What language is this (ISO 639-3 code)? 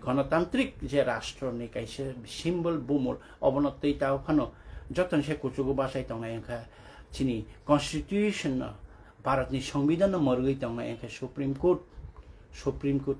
trp